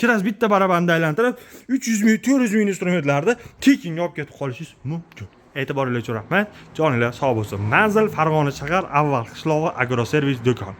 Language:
Uzbek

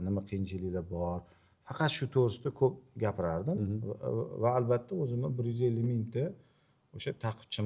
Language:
Uzbek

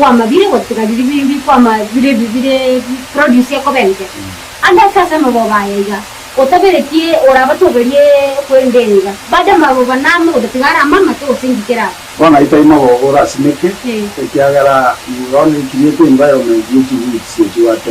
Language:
Gusii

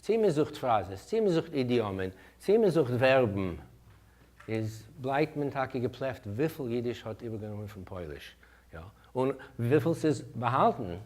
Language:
Yiddish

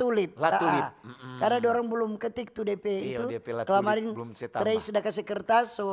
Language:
Manado Malay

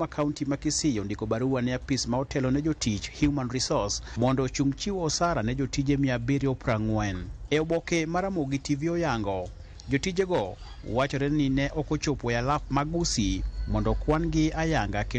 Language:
Luo (Kenya and Tanzania)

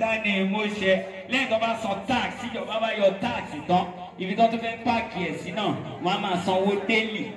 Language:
Yoruba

